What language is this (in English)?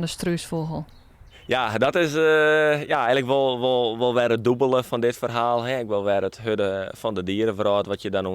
Western Frisian